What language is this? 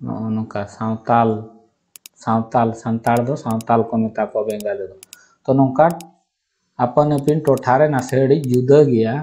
Santali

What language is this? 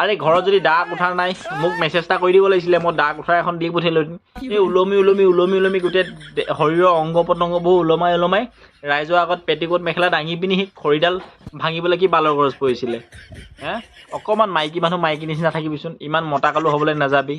Assamese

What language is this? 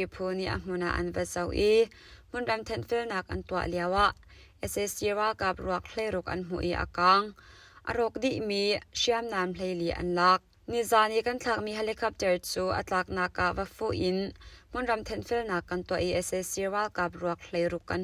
Hakha Chin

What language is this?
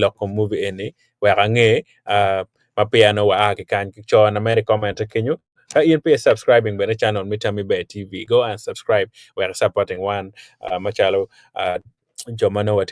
Acoli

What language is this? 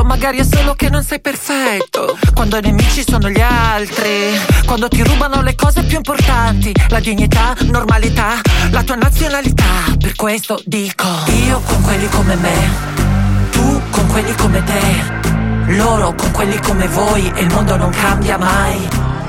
Italian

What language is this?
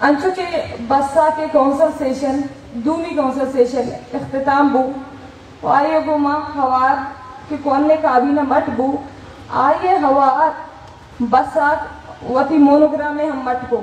Baluchi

